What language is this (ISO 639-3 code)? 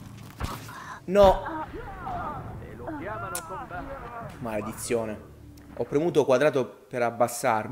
ita